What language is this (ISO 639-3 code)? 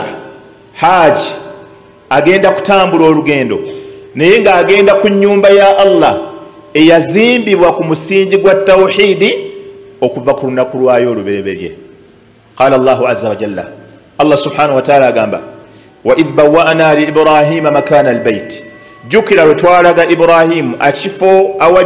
lug